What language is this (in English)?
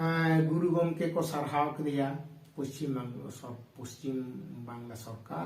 Santali